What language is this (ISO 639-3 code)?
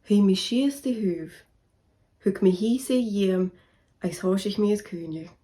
gla